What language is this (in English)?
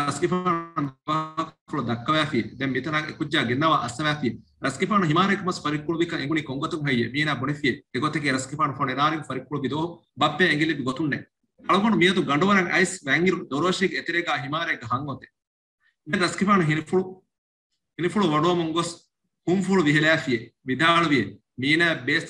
Divehi